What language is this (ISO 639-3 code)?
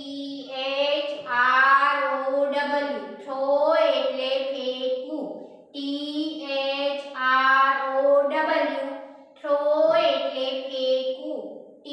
guj